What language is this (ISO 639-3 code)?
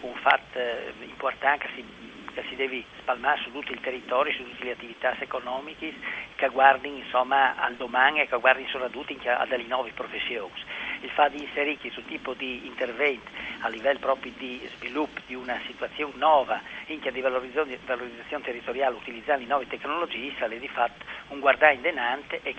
fur